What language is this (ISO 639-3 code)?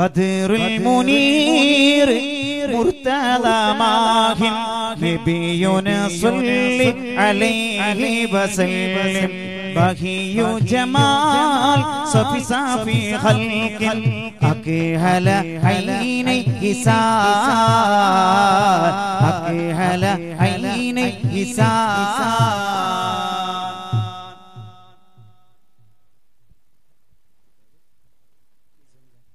mal